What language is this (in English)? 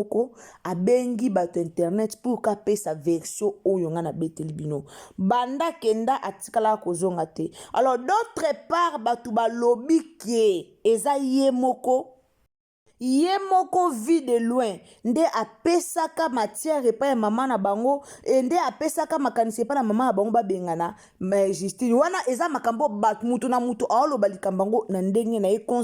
Lingala